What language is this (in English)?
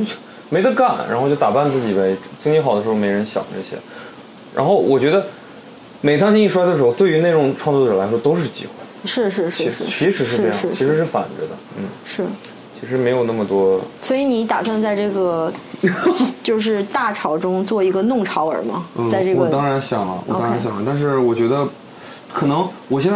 Chinese